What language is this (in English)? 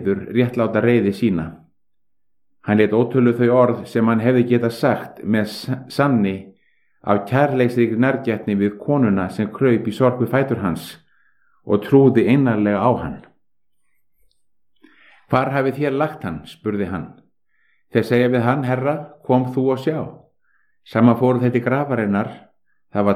Icelandic